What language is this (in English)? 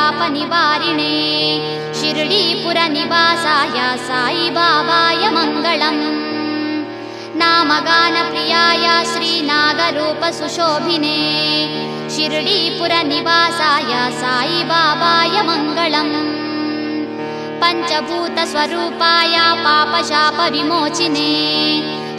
Telugu